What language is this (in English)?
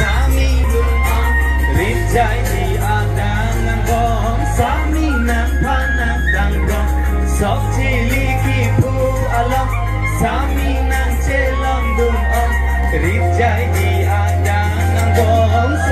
Karbi